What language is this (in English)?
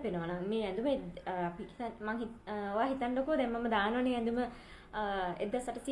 Sinhala